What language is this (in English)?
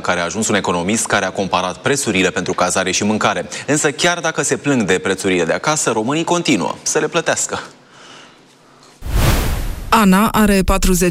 Romanian